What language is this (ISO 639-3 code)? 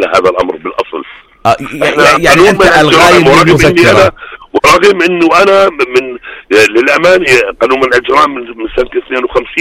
apc